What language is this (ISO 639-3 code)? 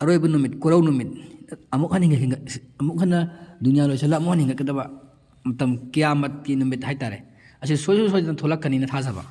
mni